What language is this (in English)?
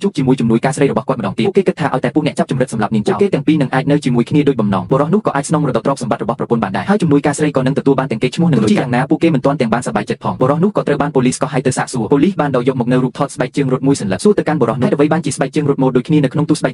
Khmer